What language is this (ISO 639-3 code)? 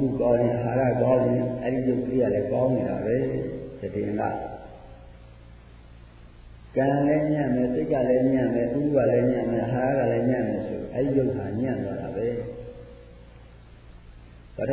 mya